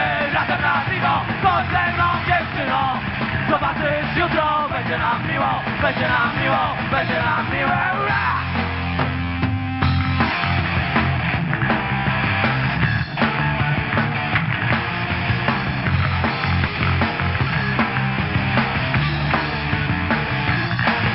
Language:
Polish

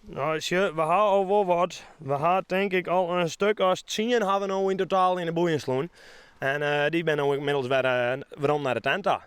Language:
Western Frisian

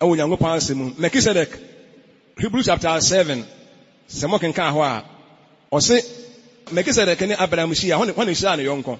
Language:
Akan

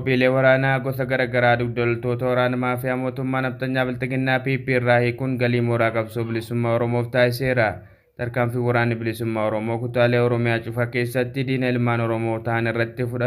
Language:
Oromo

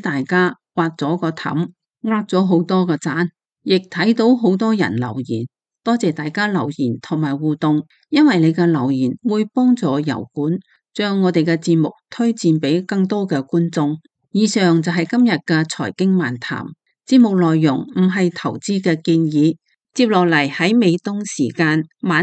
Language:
Cantonese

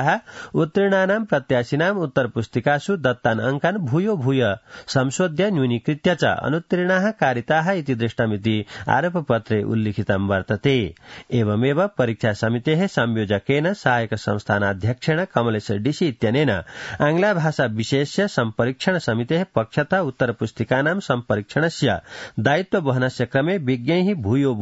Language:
Sanskrit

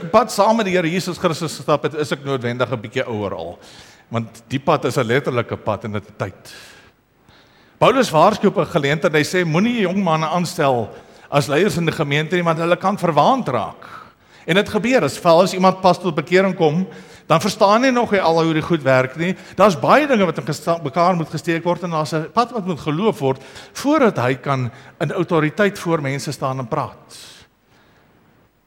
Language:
Afrikaans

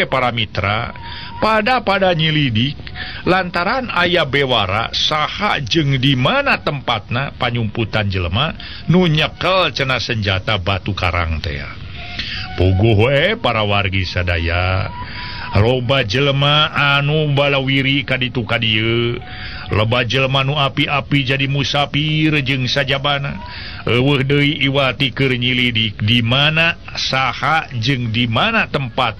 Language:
Sundanese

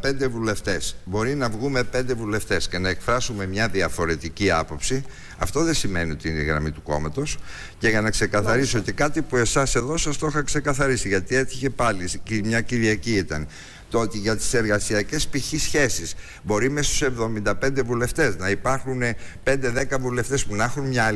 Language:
Greek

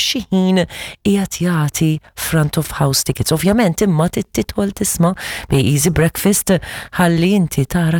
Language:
Maltese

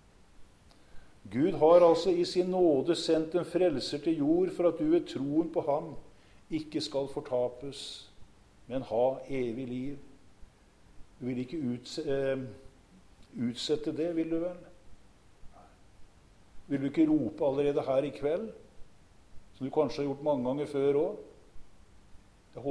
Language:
Norwegian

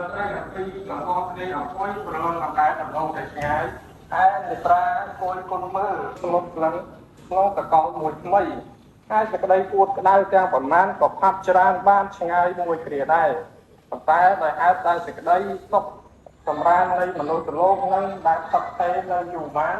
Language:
Khmer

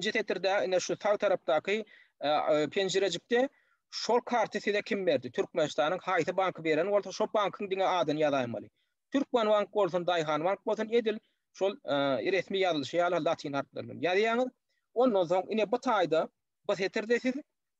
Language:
Turkmen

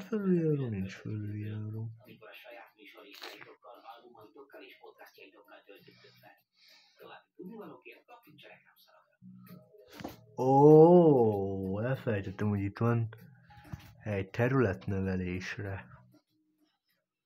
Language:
Hungarian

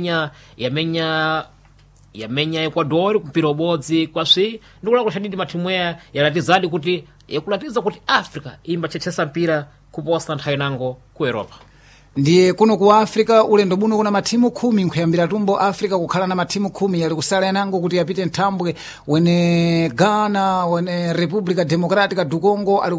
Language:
Sena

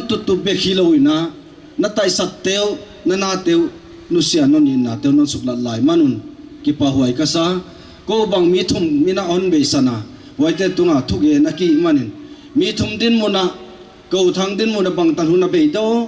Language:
Paite Chin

